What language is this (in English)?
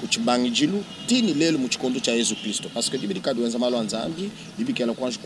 Luba-Lulua